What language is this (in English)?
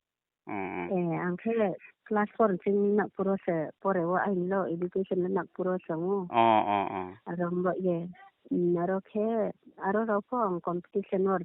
Riang (India)